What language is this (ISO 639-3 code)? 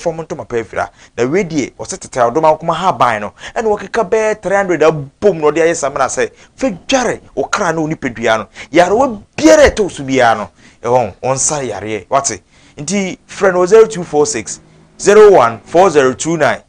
aka